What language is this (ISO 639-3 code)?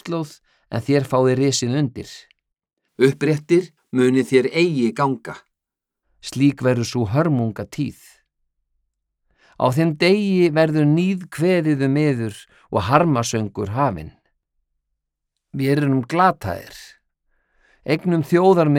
isl